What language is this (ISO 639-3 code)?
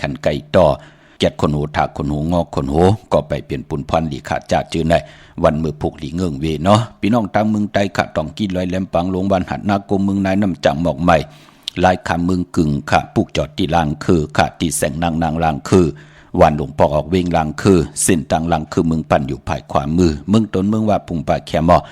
shn